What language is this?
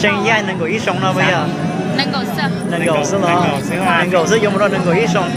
Hmong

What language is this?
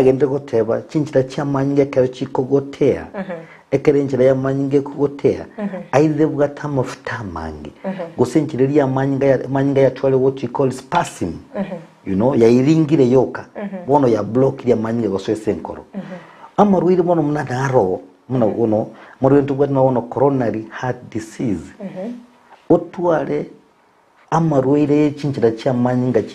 Gusii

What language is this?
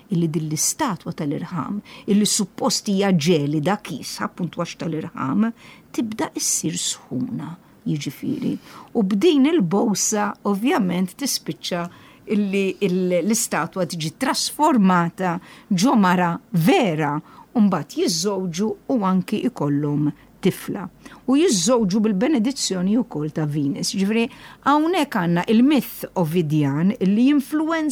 Maltese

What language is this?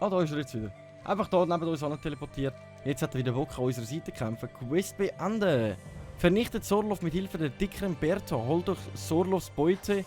Swiss German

